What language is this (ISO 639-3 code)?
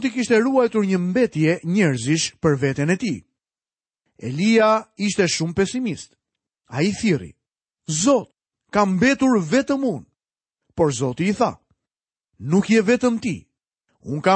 sqi